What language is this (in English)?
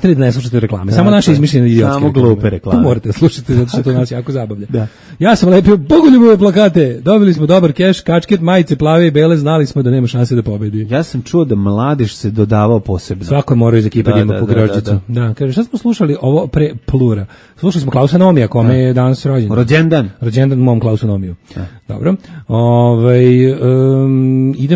Serbian